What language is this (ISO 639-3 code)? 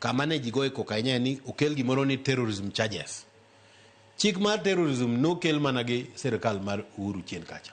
luo